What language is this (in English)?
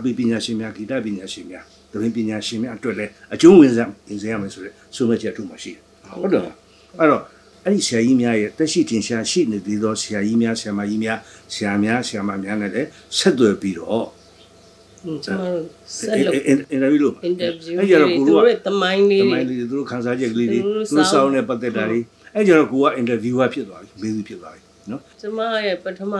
Burmese